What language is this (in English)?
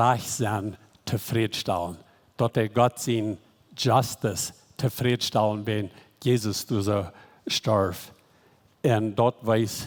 Plautdietsch